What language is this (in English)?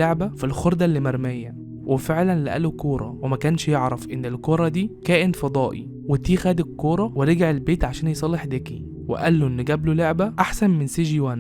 Egyptian Arabic